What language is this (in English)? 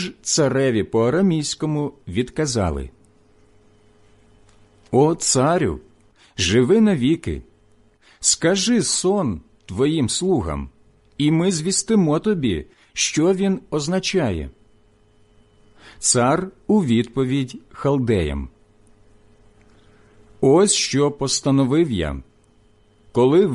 Ukrainian